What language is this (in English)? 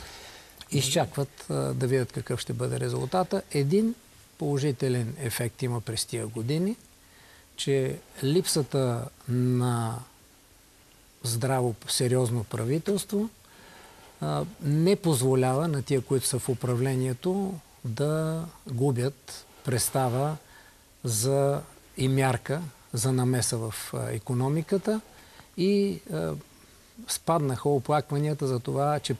Bulgarian